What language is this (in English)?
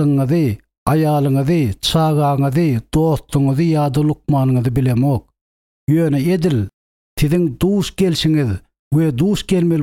Turkmen